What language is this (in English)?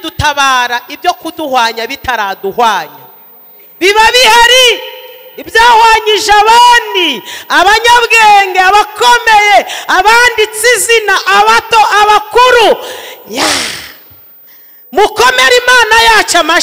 Kinyarwanda